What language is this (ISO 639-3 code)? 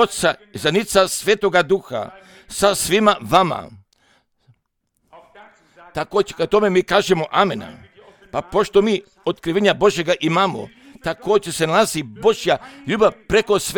hrv